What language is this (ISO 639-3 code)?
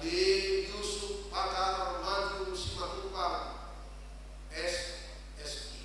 bbc